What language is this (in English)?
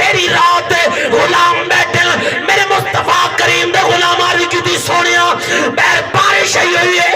Saraiki